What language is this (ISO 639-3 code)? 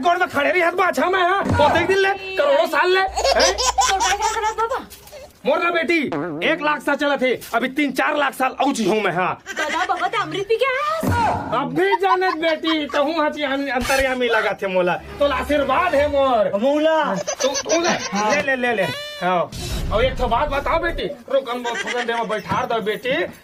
hne